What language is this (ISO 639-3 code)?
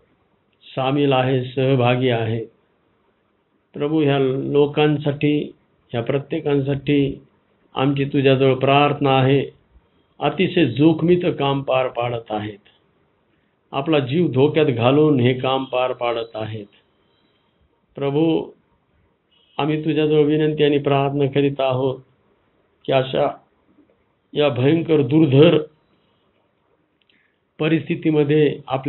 mar